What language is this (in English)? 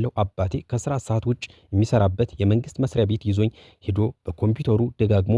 Amharic